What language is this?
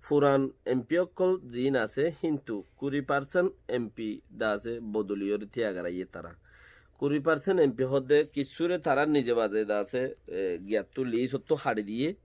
Rohingya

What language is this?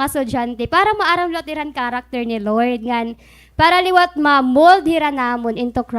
Waray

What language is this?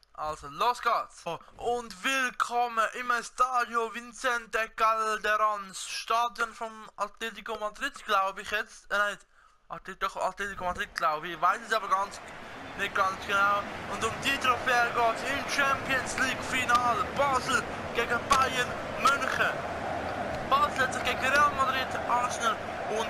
Swiss German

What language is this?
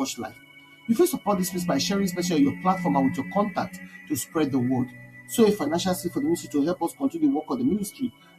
Nigerian Pidgin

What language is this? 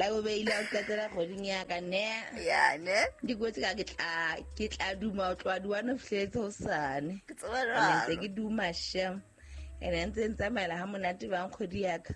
Southern Sotho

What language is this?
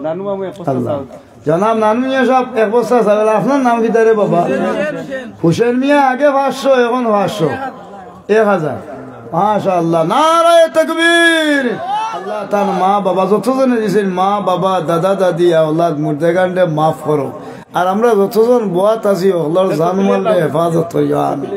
Sylheti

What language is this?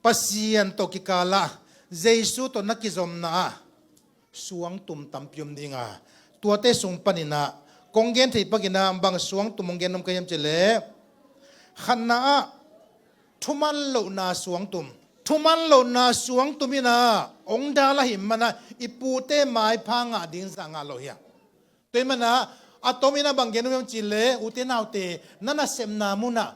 Tedim Chin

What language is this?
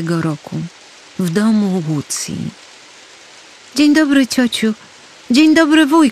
Polish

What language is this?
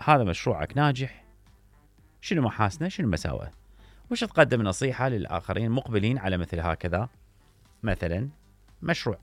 Mesopotamian Arabic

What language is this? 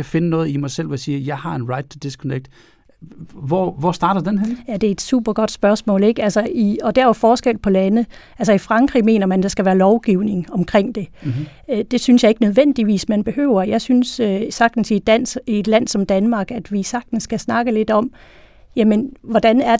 Danish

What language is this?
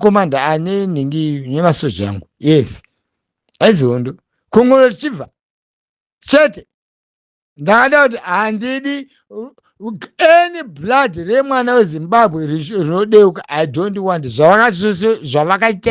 Shona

